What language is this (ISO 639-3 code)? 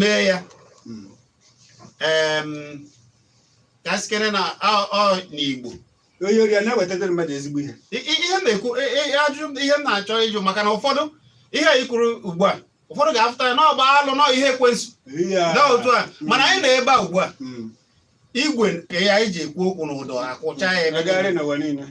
ibo